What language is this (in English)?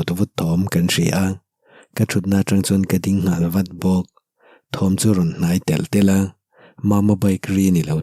Mizo